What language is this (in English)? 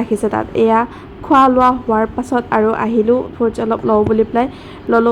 Assamese